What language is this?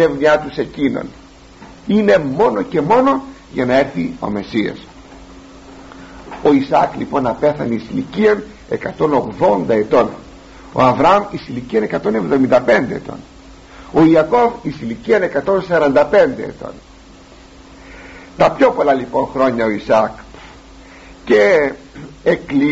Greek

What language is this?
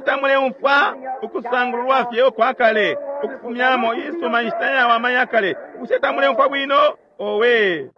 Bemba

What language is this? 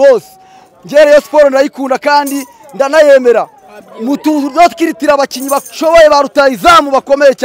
Kinyarwanda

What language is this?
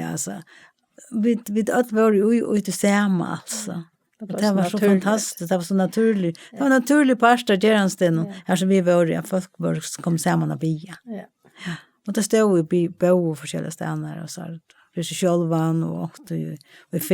Faroese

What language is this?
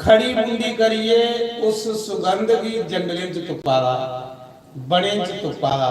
Dogri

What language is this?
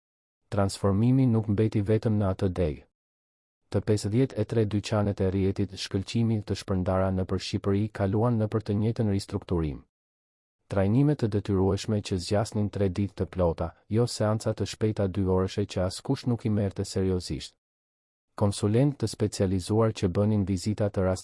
Albanian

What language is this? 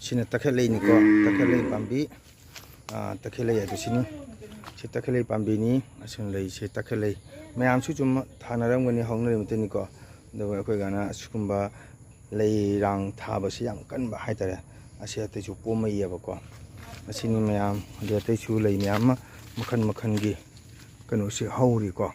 Manipuri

